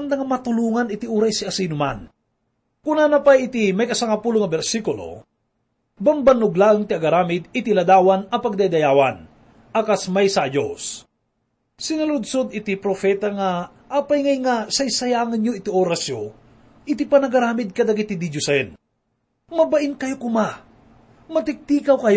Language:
Iloko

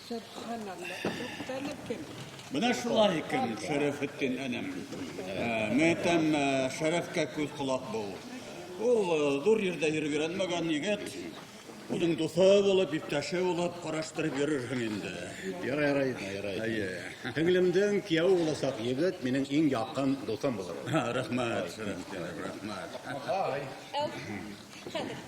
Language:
Bashkir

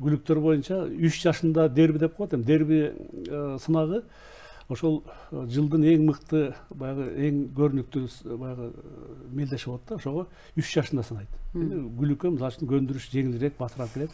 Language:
Kyrgyz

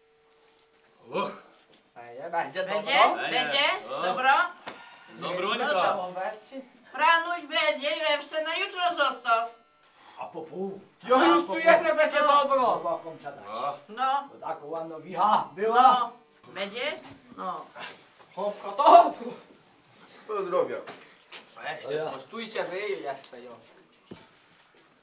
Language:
Polish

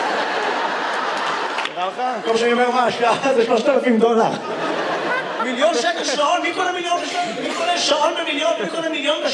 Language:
Hebrew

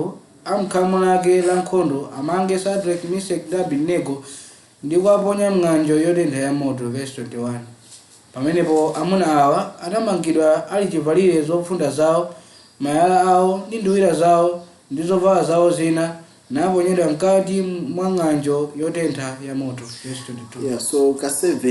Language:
Nyanja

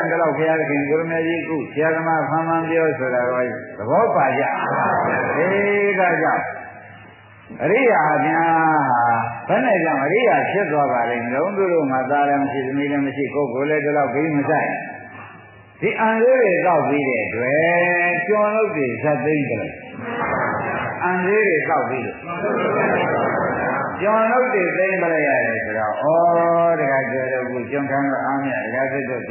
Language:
Burmese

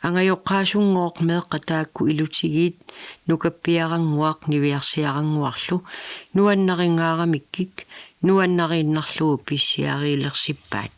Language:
Kalaallisut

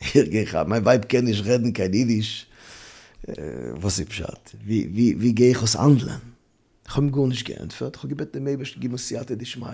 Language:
Yiddish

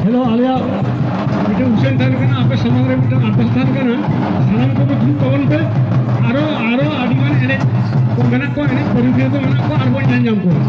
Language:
Santali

